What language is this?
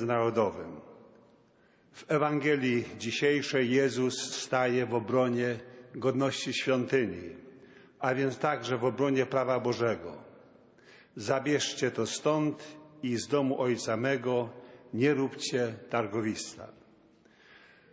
Polish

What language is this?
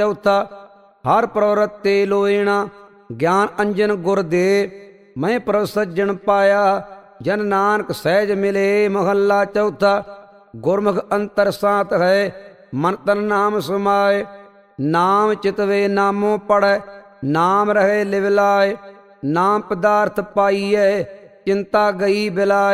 Punjabi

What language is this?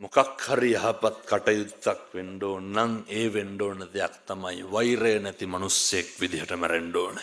Sinhala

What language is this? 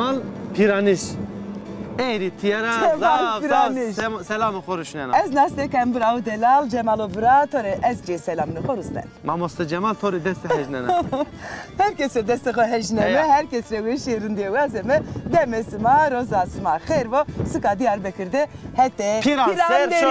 Zaza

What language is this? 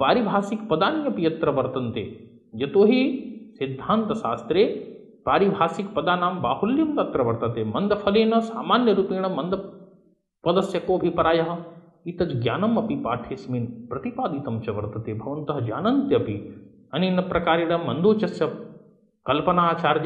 Sanskrit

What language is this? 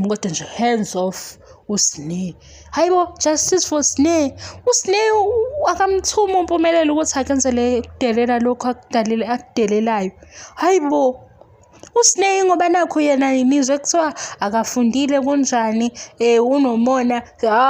Zulu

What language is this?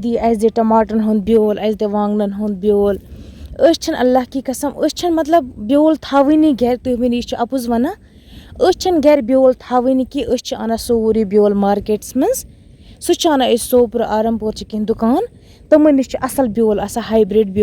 Kashmiri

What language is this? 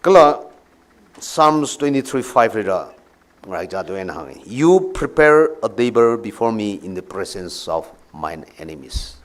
Tangkhul Naga (India)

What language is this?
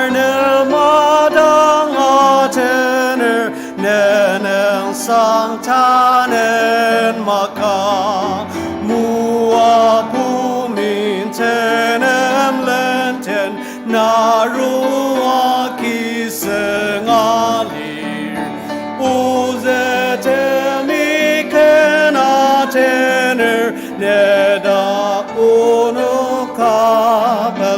Ao Naga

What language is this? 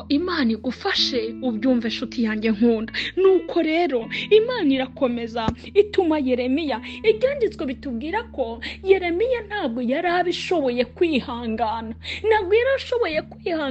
Kinyarwanda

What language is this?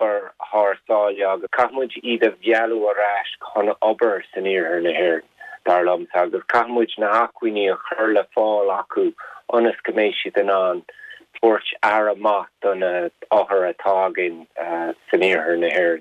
Irish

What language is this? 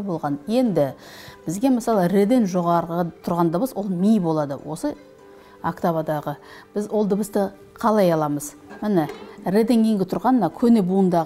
Kazakh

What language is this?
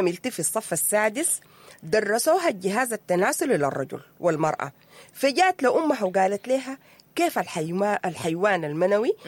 Sudanese Arabic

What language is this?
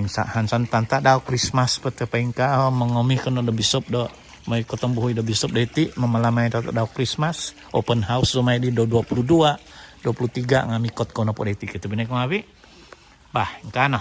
Central Dusun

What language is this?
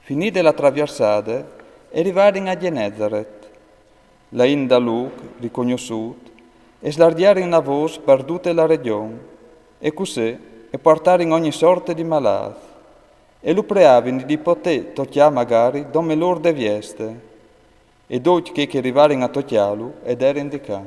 Friulian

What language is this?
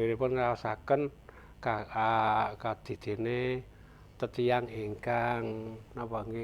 Javanese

